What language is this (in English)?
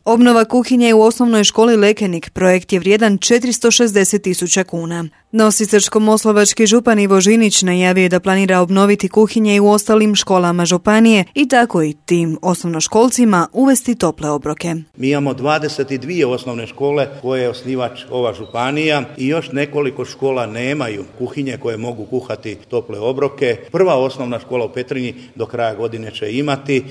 Croatian